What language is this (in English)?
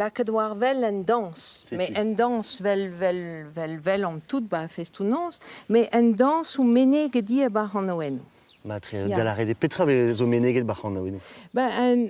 Breton